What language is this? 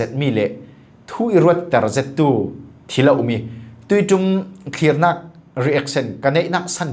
Falam Chin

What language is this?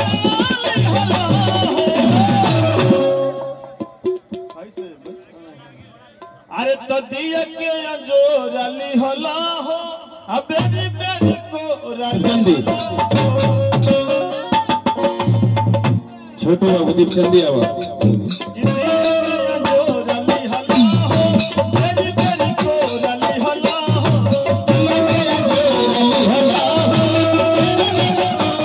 Bhojpuri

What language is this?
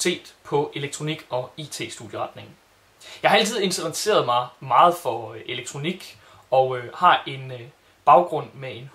Danish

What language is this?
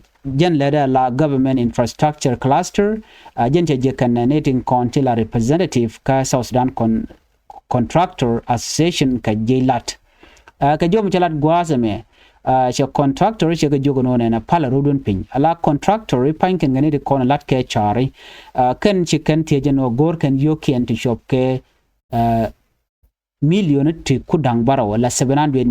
Nuer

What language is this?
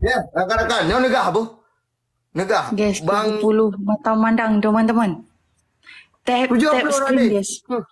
Achinese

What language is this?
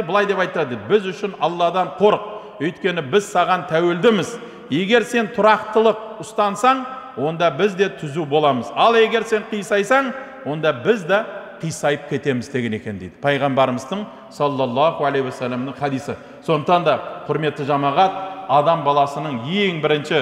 Kazakh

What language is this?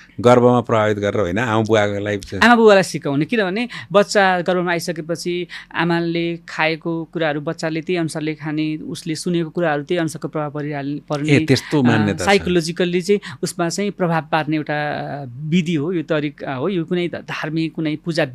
Nepali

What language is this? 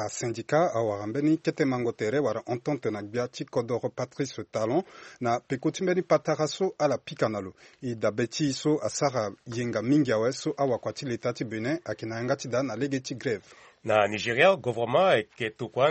Sango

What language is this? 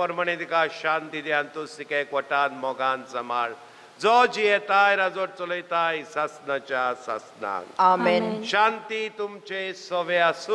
Konkani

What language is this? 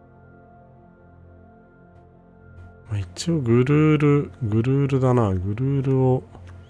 Japanese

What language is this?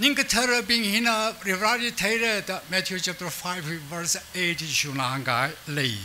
Tangkhul Naga (India)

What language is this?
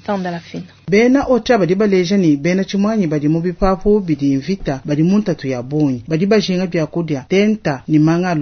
Luba-Lulua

